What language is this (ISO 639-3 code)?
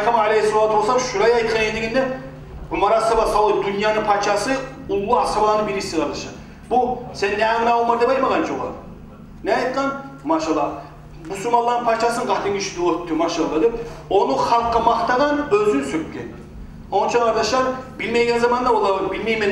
kum